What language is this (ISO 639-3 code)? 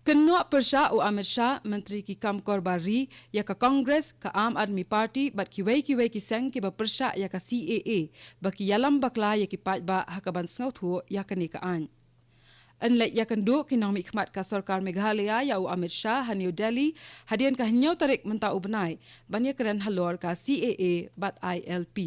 kha